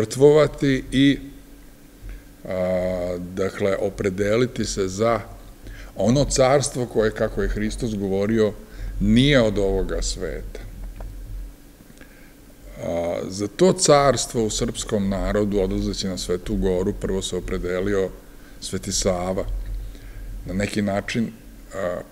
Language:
Serbian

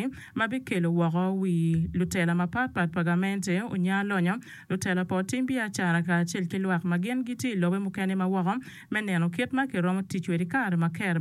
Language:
Acoli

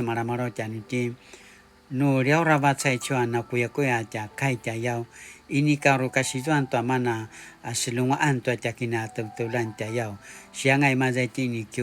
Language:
Paiwan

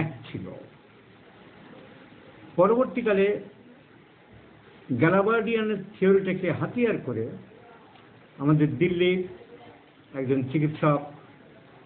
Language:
Bangla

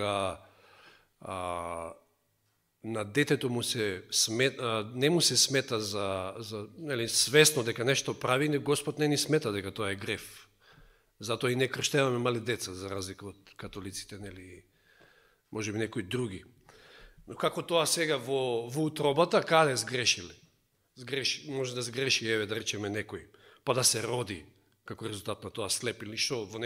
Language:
Macedonian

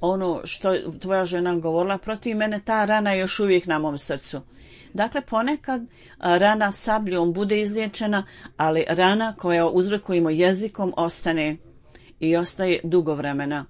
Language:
Bosnian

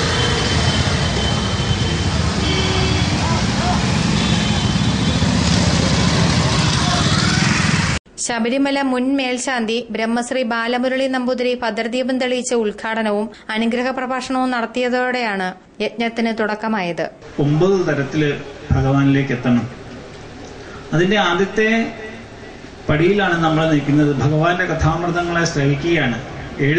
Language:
Malayalam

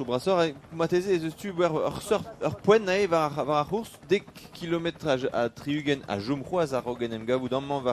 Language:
Breton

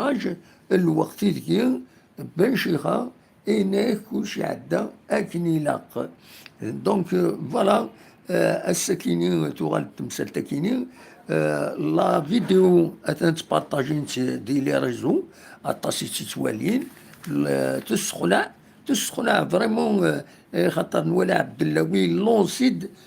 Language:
Kabyle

